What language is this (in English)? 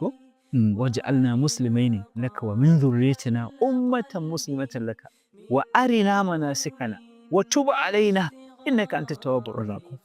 Hausa